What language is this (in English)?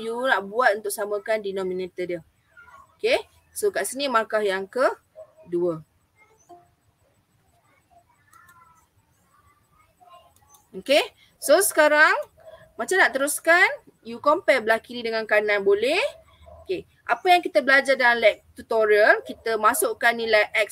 Malay